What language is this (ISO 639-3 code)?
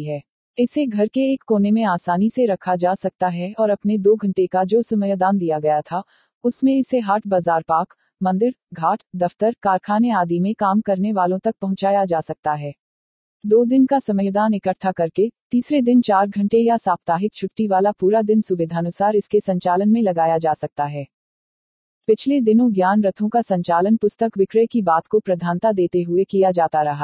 hin